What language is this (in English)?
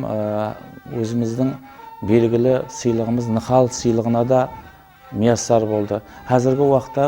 Kara-Kalpak